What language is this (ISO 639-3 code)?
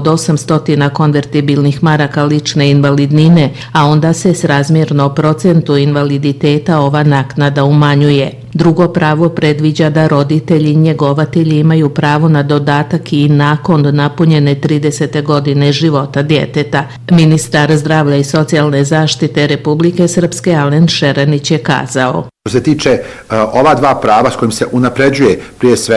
bos